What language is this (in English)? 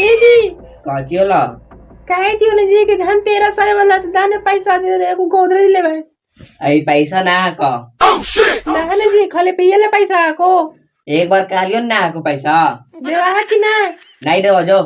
Magahi